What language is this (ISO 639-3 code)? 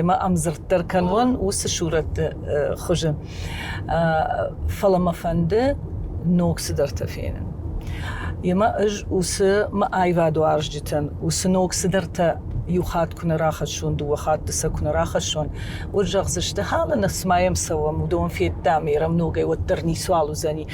oss